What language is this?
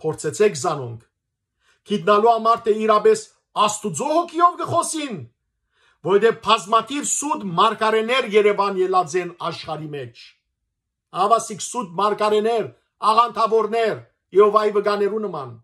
Western Armenian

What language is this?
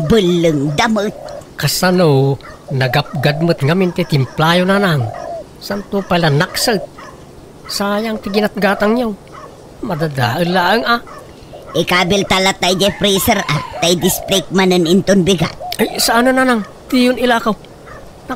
Iloko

